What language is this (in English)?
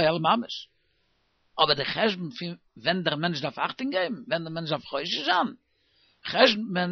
Yiddish